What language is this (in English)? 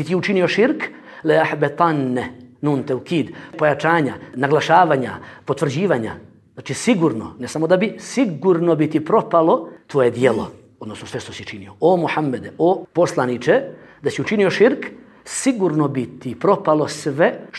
Bosnian